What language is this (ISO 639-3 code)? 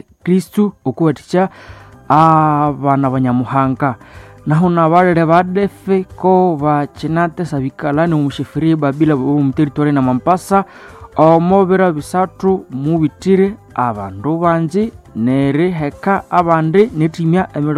nnb